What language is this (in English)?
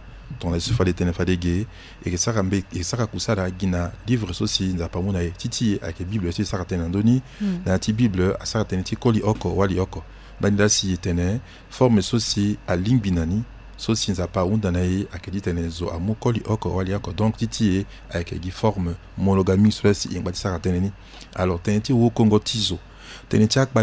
Sango